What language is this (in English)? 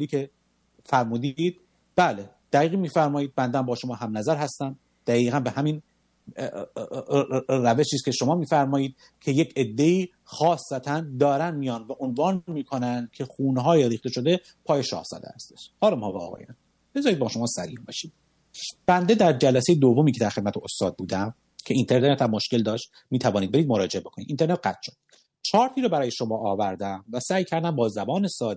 Persian